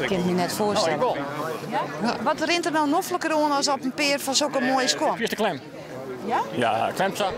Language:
Western Frisian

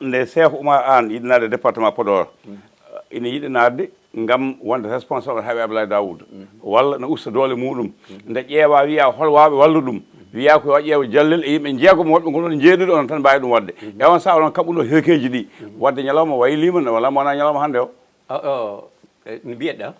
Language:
Fula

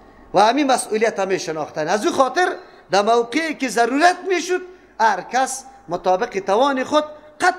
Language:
Persian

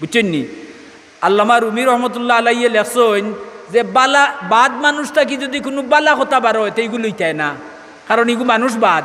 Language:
Sylheti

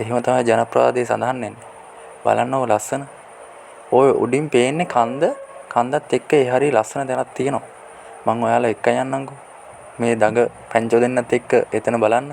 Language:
Sinhala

